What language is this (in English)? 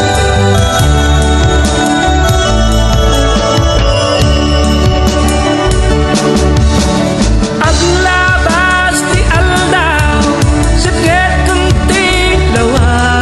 Iloko